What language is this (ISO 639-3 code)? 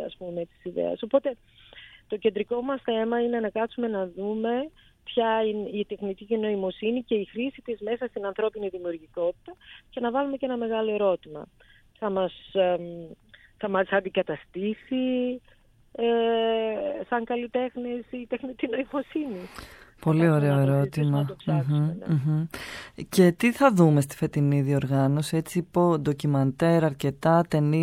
ell